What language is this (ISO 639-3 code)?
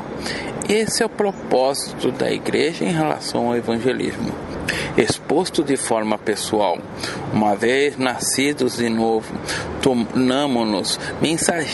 por